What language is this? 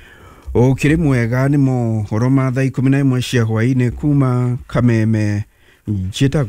Kikuyu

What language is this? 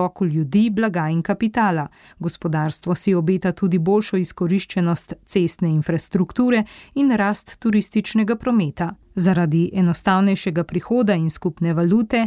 Slovenian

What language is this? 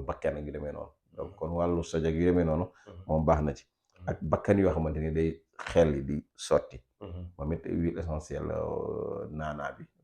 Wolof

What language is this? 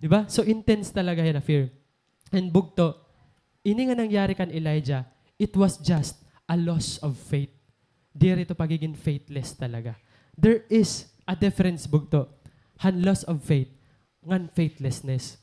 Waray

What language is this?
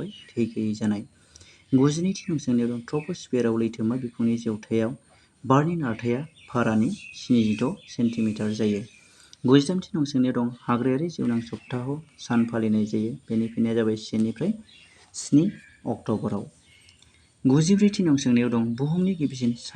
Bodo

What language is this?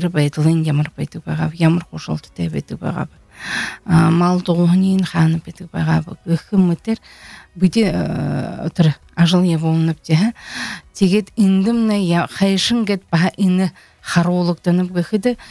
Buriat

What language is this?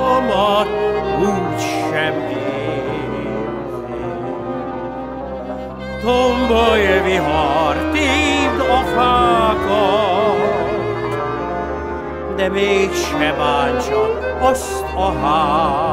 Hungarian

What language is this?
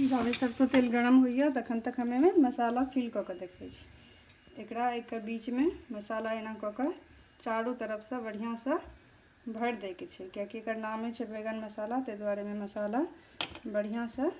Maithili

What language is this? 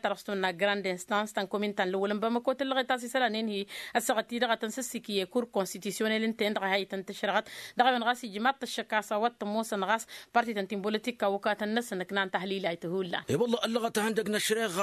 Tamasheq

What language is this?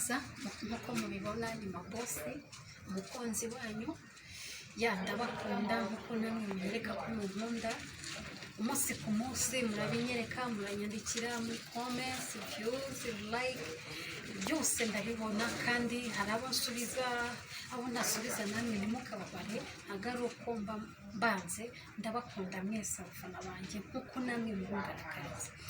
Kinyarwanda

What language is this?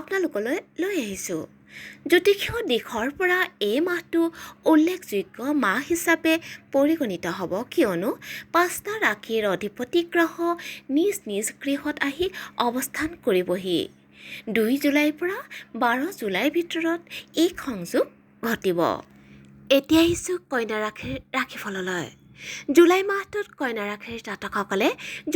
Assamese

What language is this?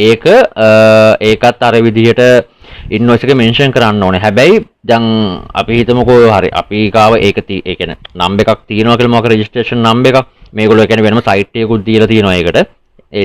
Sinhala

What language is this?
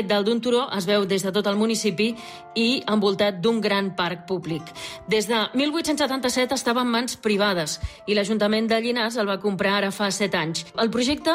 Catalan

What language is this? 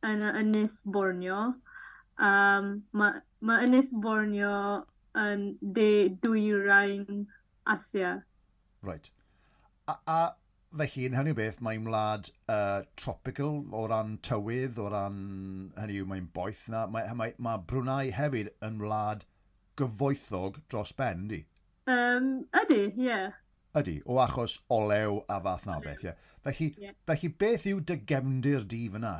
Welsh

